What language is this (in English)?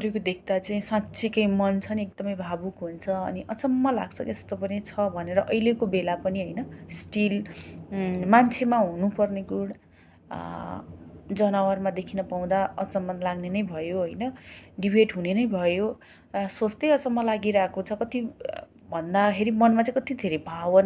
Nepali